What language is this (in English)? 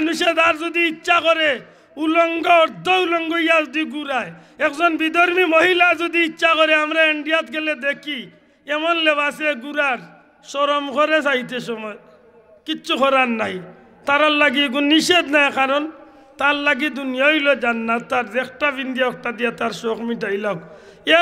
Sylheti